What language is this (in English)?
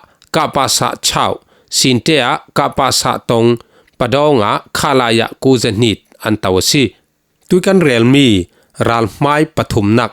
Falam Chin